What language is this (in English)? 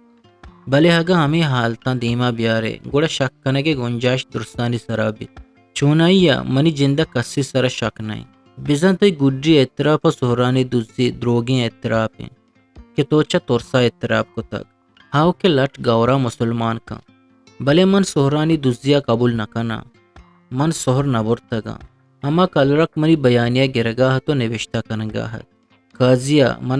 Eastern Balochi